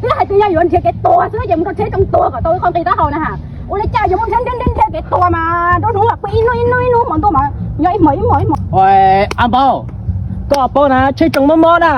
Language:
Hmong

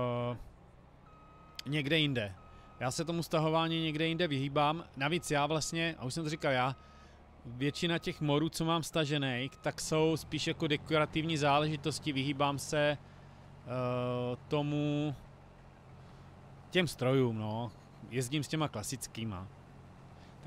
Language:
Czech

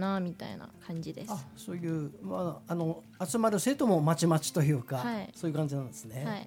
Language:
Japanese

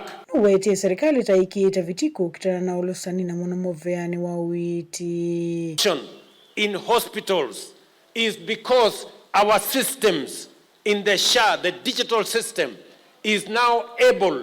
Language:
Kamba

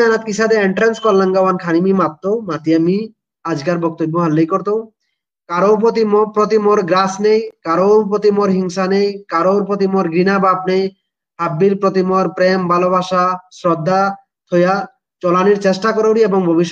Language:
Bishnupriya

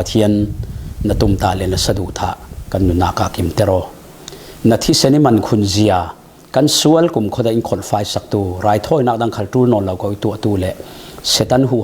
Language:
Falam Chin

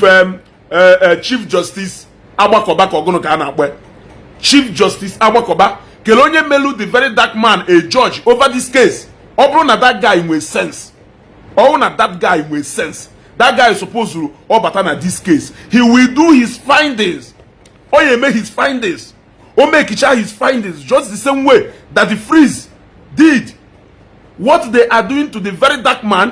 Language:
Igbo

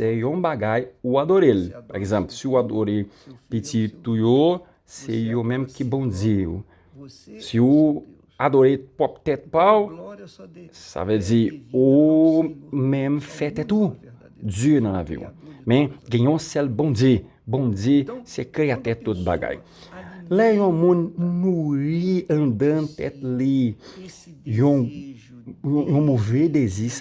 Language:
Haitian Creole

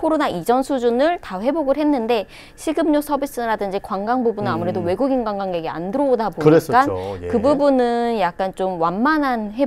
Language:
Korean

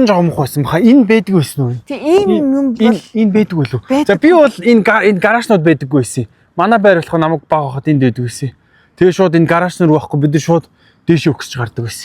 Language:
Mongolian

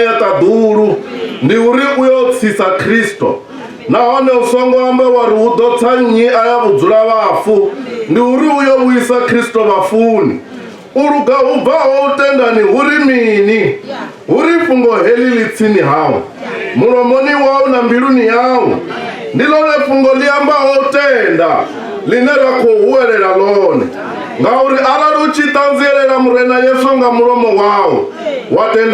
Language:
Venda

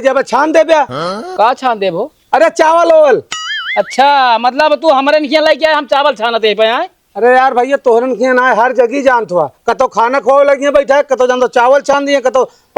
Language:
Awadhi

